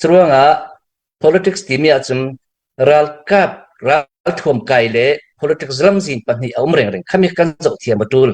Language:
Falam Chin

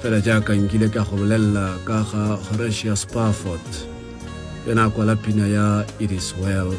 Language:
Tswana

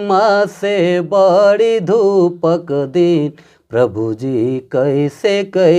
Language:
Sadri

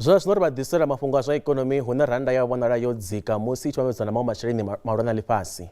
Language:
Venda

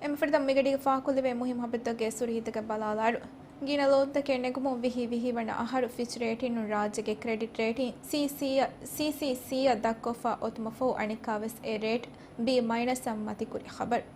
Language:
Divehi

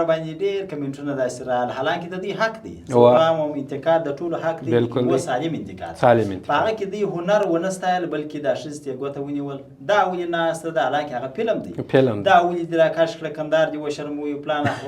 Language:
Pashto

